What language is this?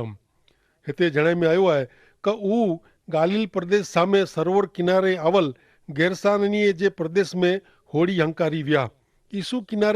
Kachhi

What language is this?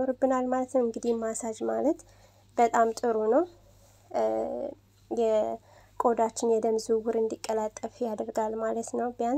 Amharic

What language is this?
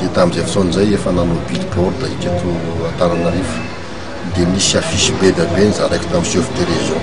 Malagasy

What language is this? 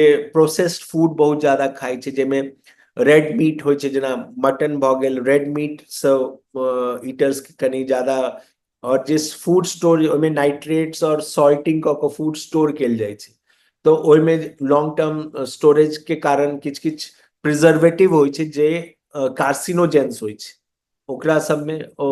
Maithili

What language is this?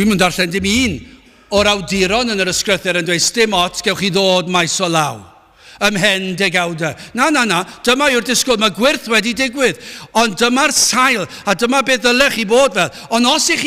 Welsh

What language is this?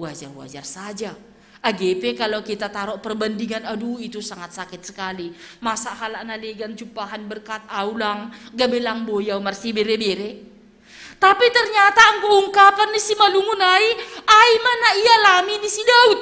Batak Simalungun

